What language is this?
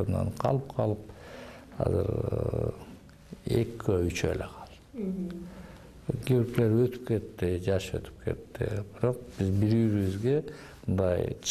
Kyrgyz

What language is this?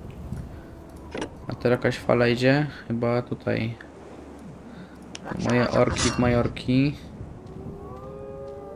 Polish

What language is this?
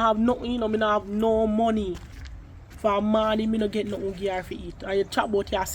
Jamaican Creole English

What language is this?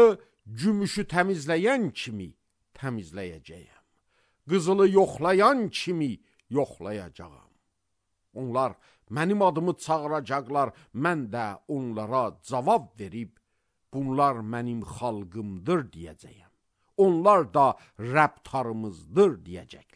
Azerbaijani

